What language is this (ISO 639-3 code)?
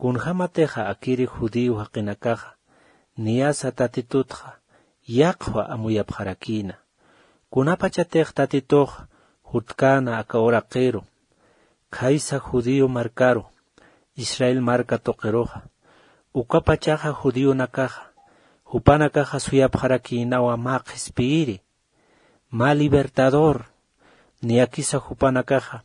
aym